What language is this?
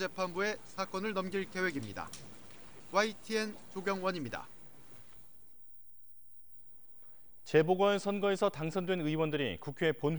Korean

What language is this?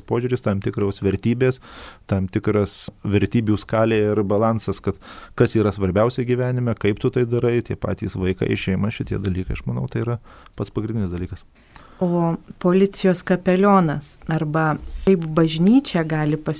Lithuanian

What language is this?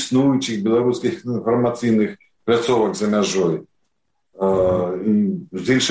Belarusian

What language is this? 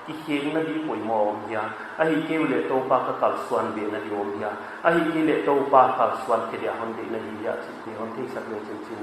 Paite Chin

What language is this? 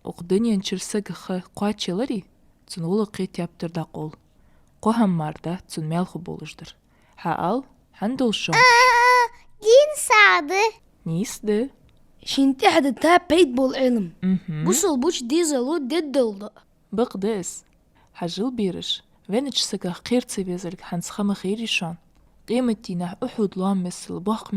Ingush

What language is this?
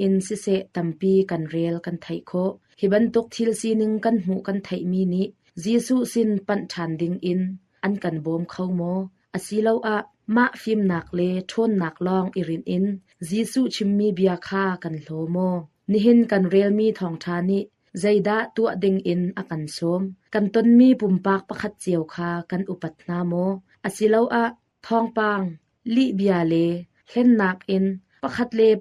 Hakha Chin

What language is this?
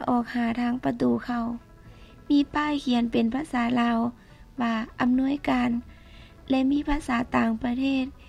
Lao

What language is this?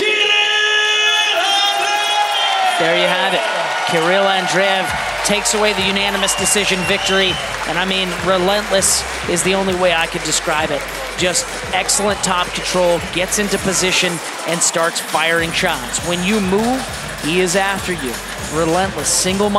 English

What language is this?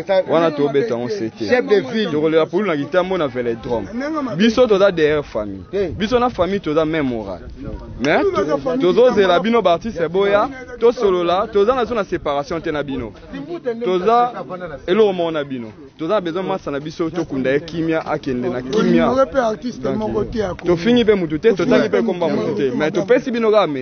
Lingala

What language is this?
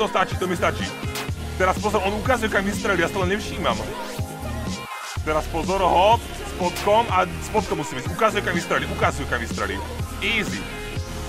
Slovak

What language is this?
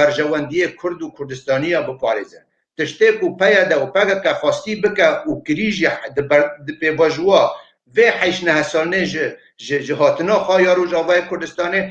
Kurdish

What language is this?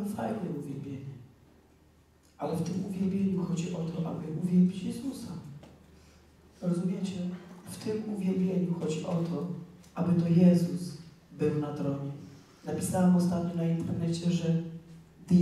Polish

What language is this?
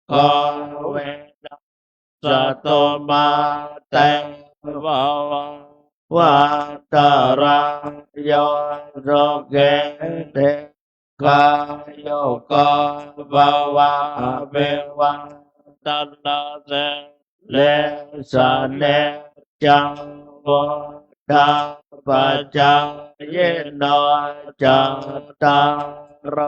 Pali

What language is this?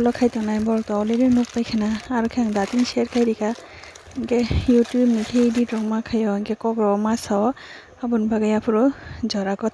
Kok Borok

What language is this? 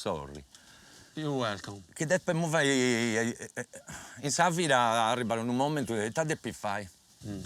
Sardinian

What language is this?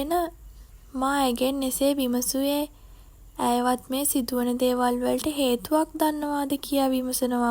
Sinhala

